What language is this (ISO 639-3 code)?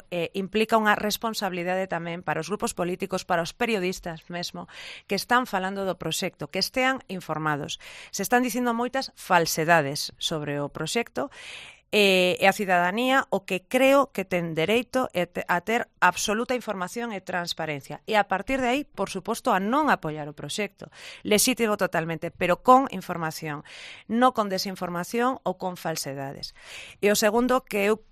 glg